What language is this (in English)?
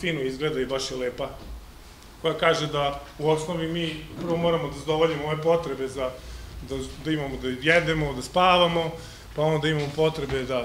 Serbian